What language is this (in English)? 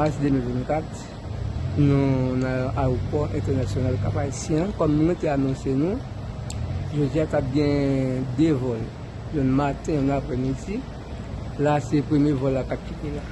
Haitian Creole